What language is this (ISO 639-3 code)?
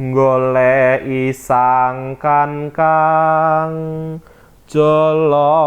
jav